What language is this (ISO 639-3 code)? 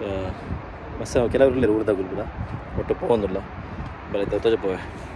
tcy